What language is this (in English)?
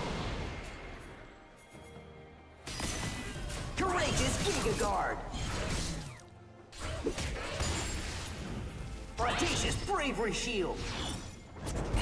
English